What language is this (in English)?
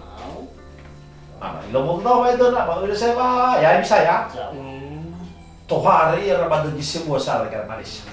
Nias